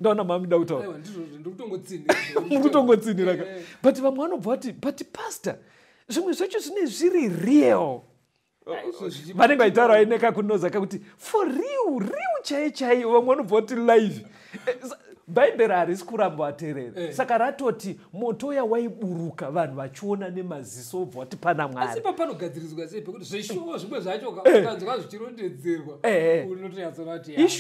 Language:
Shona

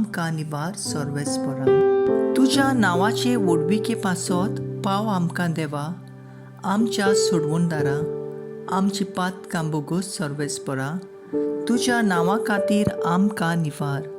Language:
Konkani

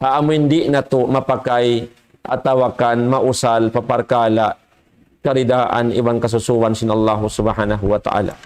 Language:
Tausug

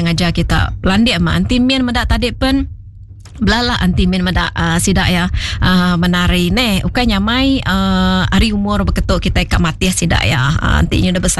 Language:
Iban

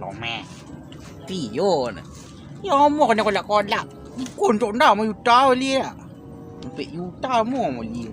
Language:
Minangkabau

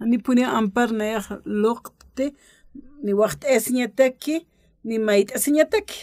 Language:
Aymara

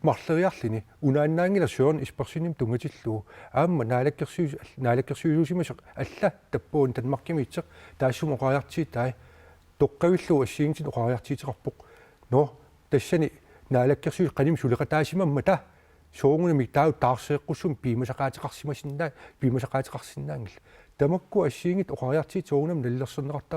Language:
Kalaallisut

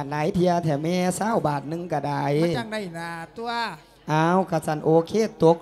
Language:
Lao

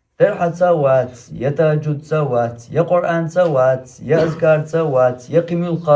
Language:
Chechen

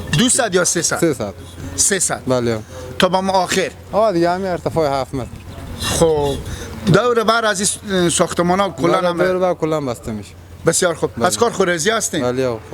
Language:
Hazaragi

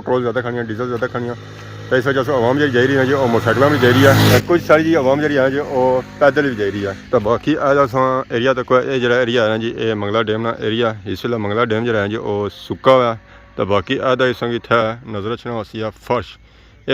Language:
Pahari-Potwari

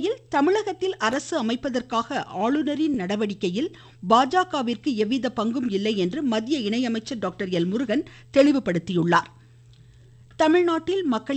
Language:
Tamil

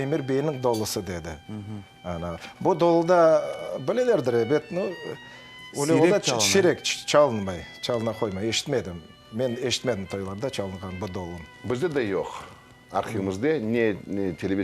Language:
Crimean Tatar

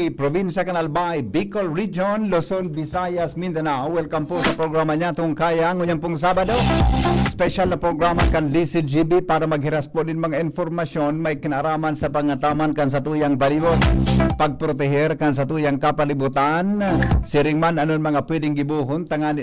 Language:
Bikol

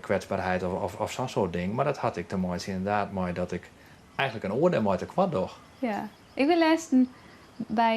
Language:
Western Frisian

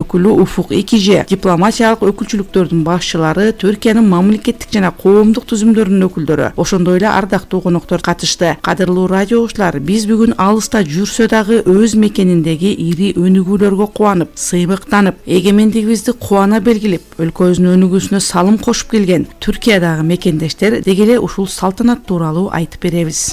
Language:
Kyrgyz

